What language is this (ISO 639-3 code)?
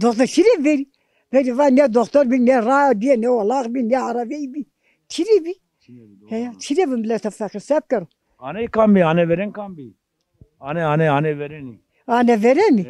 zza